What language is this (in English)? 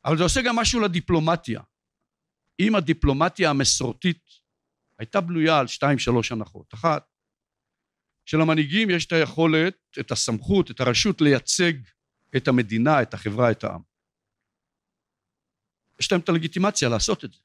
Hebrew